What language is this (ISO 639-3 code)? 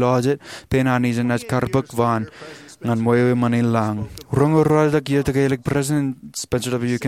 mah